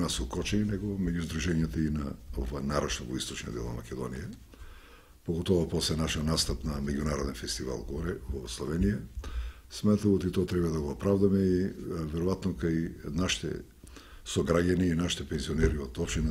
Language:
Macedonian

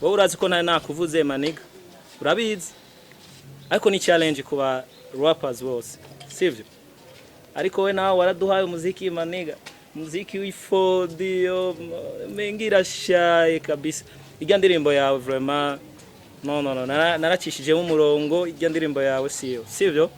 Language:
Rundi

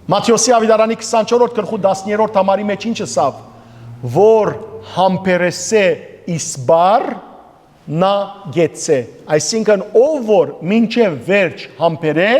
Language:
Western Armenian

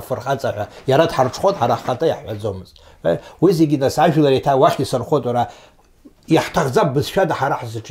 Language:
Abkhazian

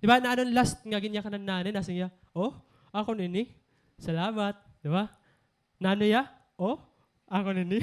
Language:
Waray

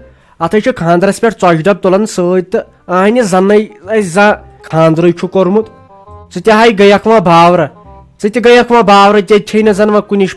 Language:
Kashmiri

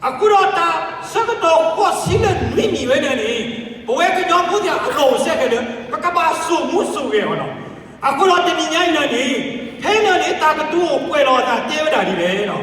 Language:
S'gaw Karen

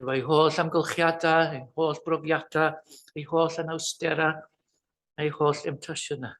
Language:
Welsh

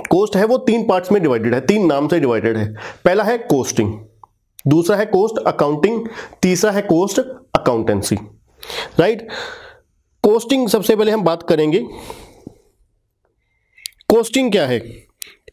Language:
Hindi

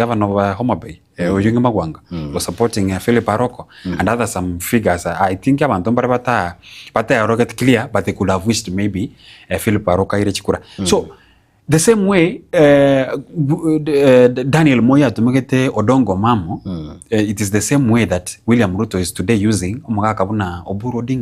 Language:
Gusii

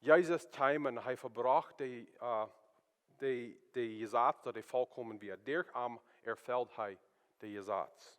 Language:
Plautdietsch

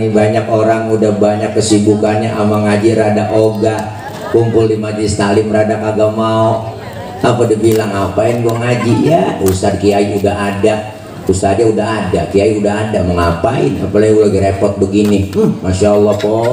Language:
Betawi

